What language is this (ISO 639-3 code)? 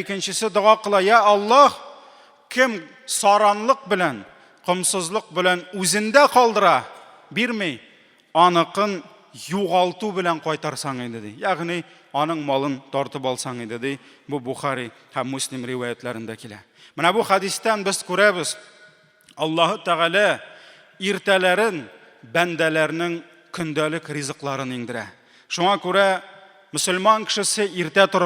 tat